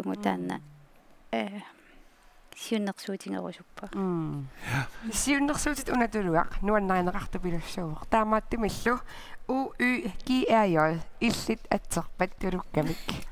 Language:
Kalaallisut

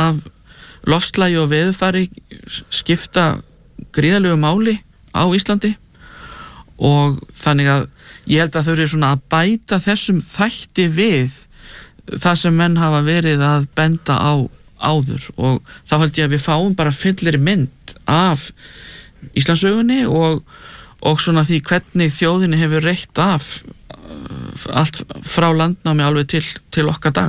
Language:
Icelandic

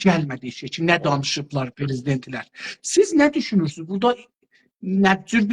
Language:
South Azerbaijani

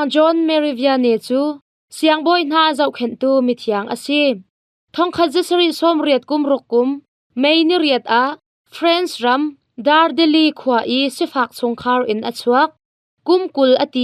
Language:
Hakha Chin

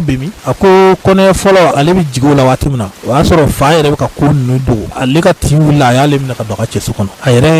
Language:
Bambara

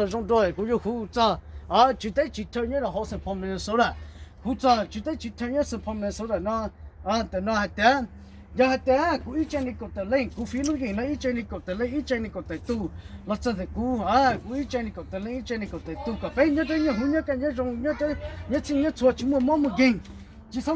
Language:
Hmong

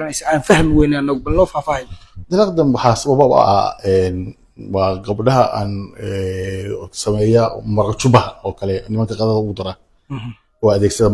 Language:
Somali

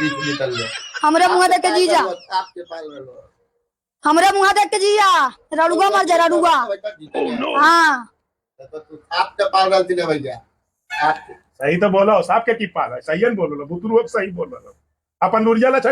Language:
Magahi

